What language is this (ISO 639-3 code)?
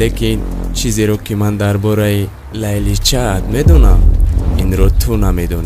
tgk